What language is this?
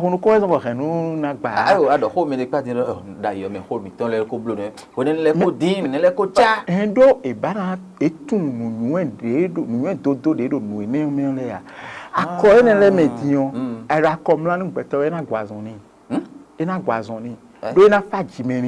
Fon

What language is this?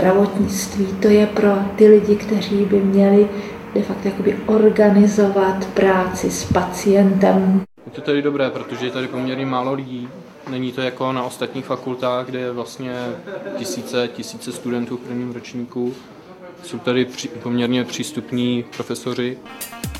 Czech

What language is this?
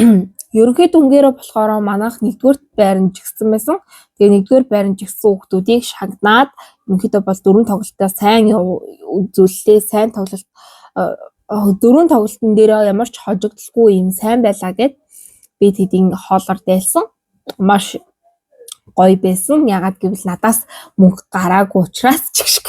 Mongolian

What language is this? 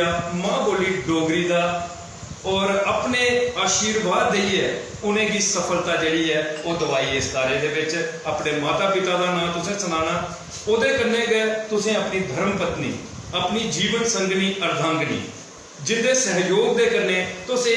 Dogri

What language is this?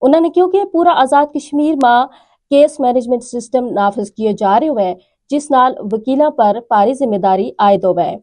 Gujari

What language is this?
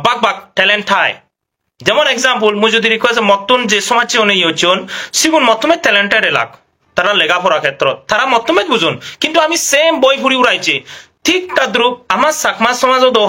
Chakma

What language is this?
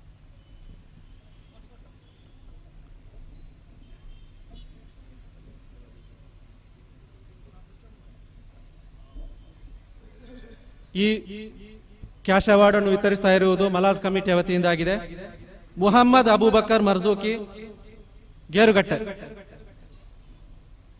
Malayalam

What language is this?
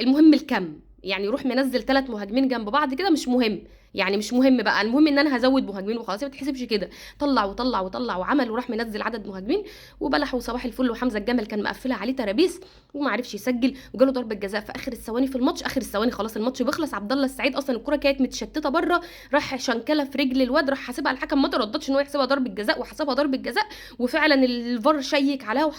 Egyptian Arabic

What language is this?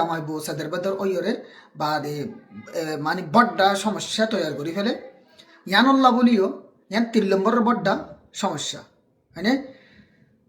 Rohingya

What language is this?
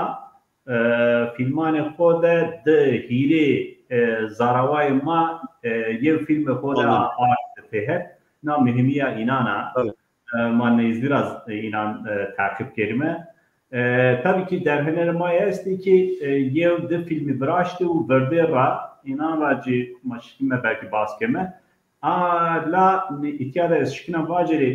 Zaza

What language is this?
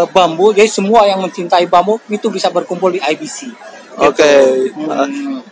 Indonesian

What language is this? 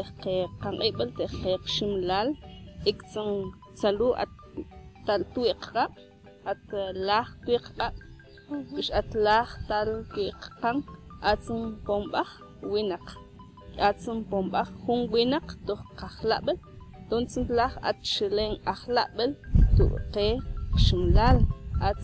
Mam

